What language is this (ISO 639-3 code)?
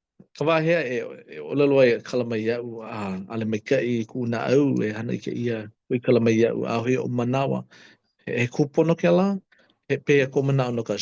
haw